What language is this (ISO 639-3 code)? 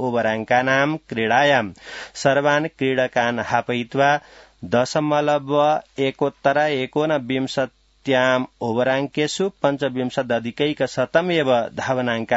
san